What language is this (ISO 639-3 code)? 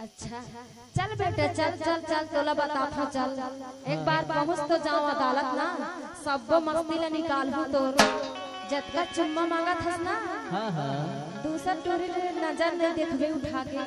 hne